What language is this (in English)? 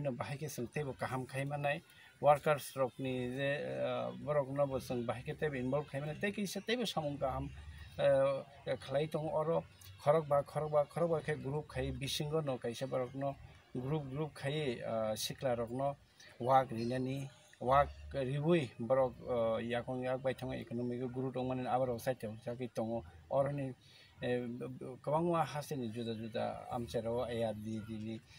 Kok Borok